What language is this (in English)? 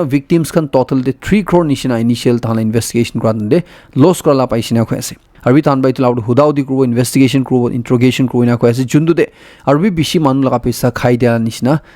Naga Pidgin